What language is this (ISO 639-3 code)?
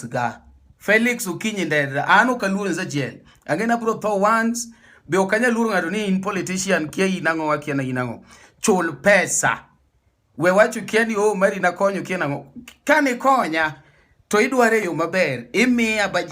luo